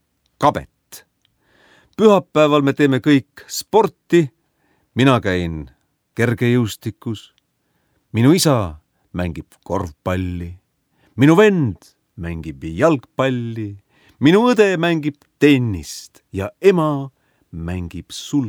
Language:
Estonian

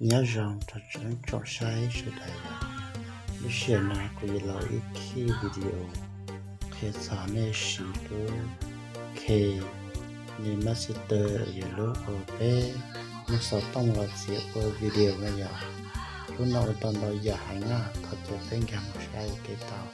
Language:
Hmong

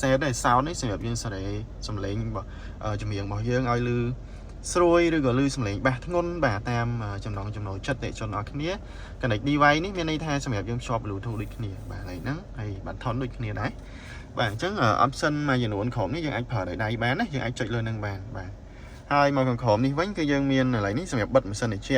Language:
Khmer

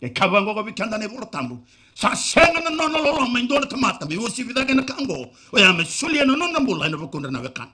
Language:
Fijian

